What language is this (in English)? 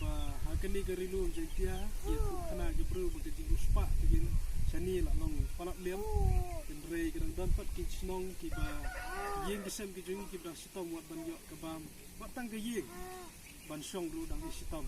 Khasi